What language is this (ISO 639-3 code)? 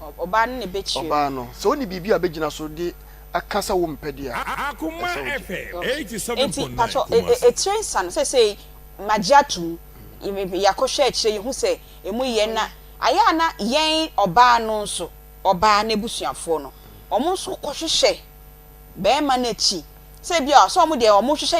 aka